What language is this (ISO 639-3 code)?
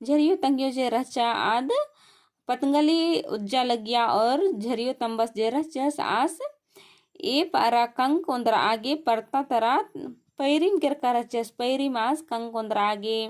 kru